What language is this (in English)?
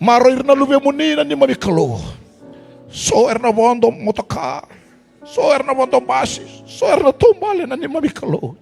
Fijian